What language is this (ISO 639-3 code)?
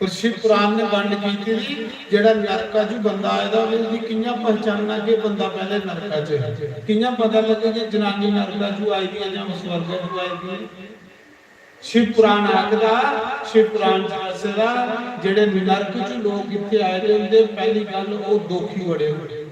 doi